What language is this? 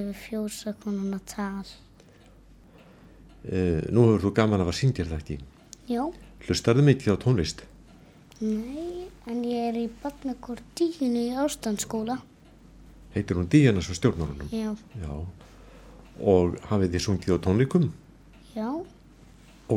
Icelandic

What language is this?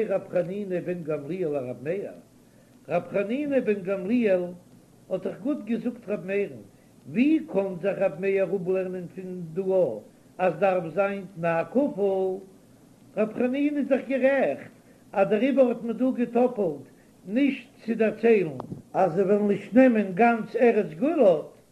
Yiddish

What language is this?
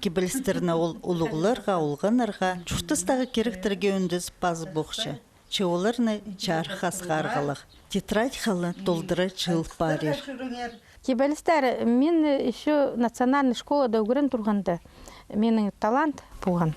Khakas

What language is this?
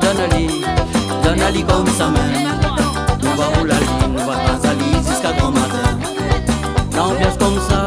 Réunion Creole French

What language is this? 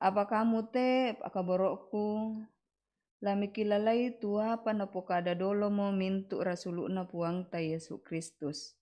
Toraja-Sa'dan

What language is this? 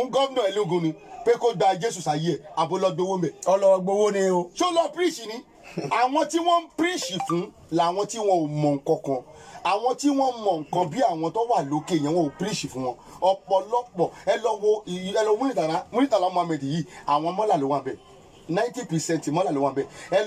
Yoruba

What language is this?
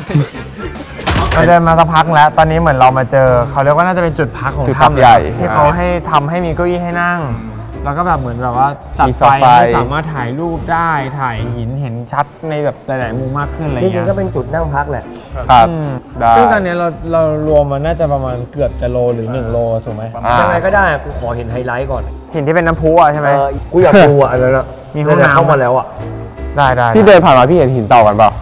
Thai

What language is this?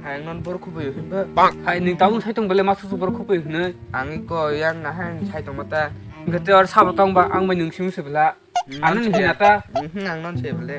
Kok Borok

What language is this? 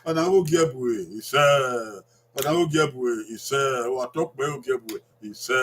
Bini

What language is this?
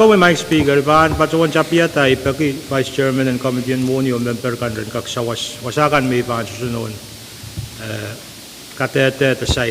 Pohnpeian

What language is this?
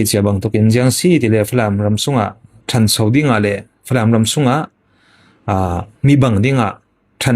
Falam Chin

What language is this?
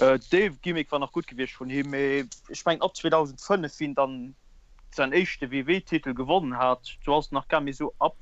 Luxembourgish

